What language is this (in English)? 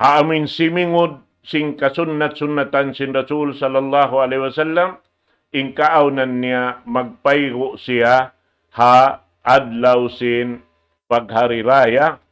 Tausug